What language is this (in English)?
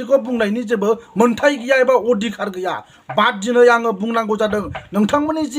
Bodo